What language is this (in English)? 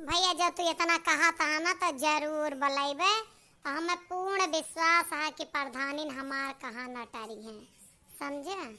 Awadhi